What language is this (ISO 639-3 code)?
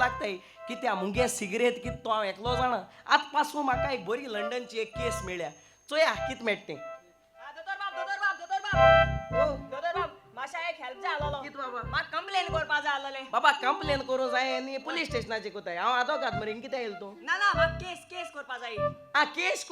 kok